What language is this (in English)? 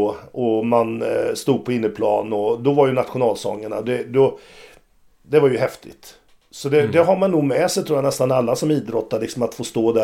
Swedish